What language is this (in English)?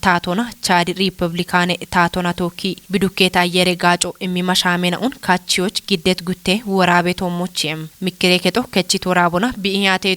Kafa